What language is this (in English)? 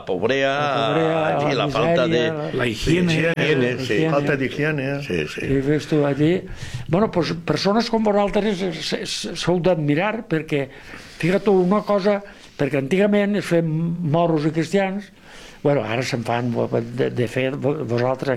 Catalan